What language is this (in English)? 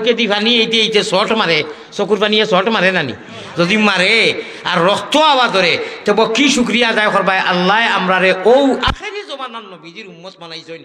Sylheti